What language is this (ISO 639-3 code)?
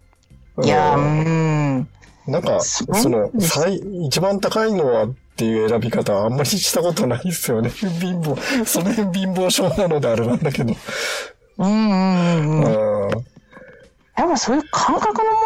jpn